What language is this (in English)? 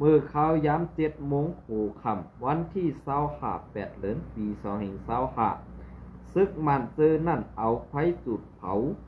Shan